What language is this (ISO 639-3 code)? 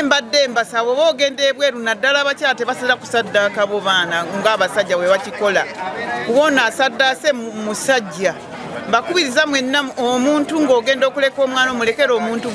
lug